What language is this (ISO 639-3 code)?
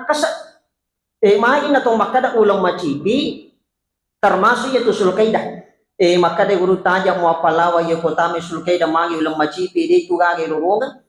bug